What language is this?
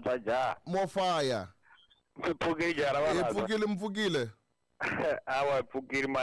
Tsonga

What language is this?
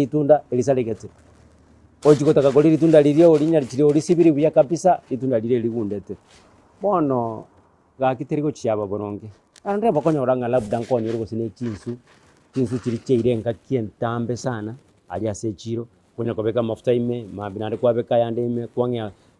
Gusii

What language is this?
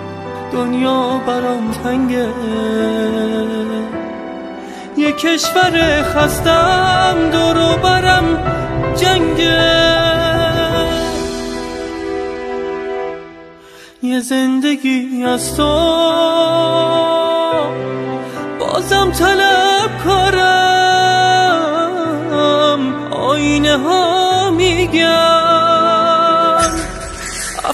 Persian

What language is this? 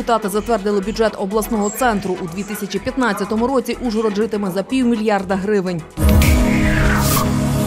Ukrainian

